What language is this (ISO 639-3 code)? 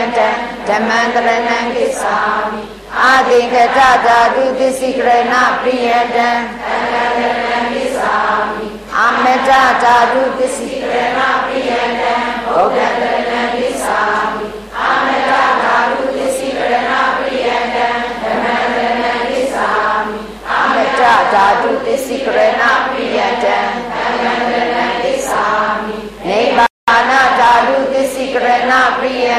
mya